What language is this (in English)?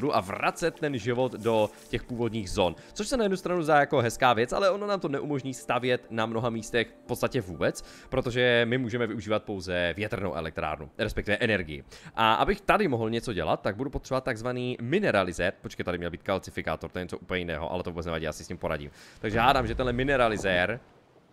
Czech